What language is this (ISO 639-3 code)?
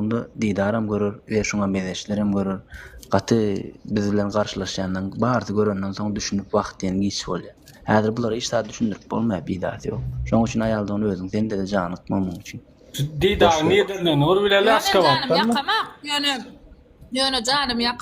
tuk